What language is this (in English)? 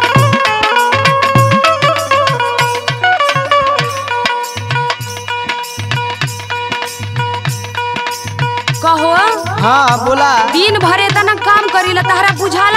Bhojpuri